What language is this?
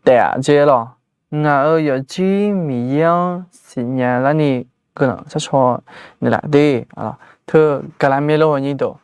Akha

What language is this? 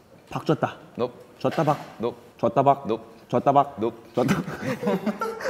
Korean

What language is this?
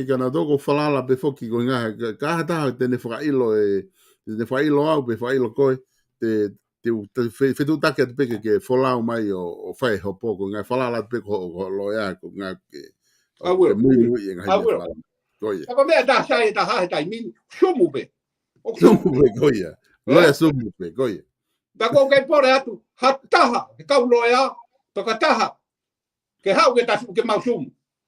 Tongan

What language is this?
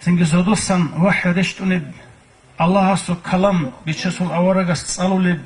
Avaric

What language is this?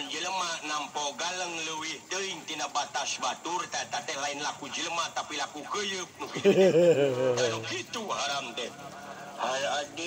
Sundanese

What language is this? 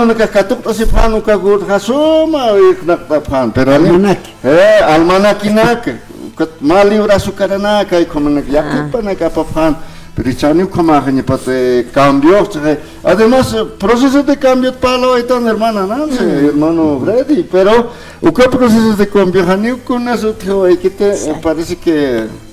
Aymara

